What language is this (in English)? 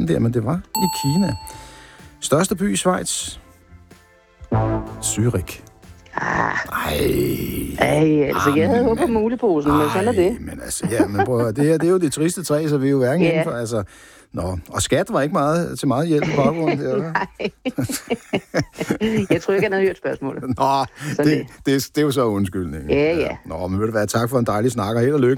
Danish